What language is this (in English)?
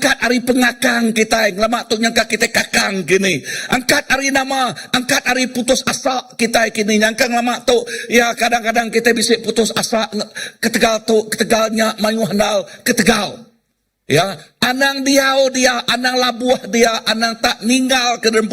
Iban